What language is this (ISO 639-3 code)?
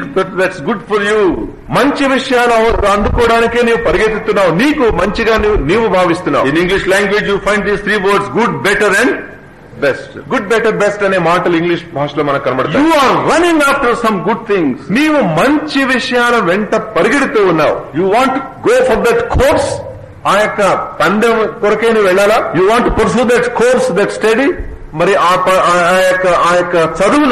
tel